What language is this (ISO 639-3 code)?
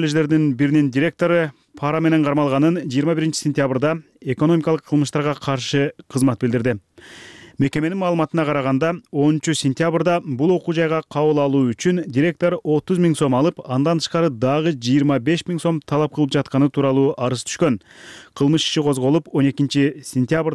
kir